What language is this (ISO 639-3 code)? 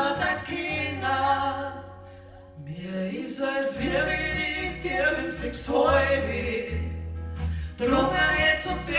bar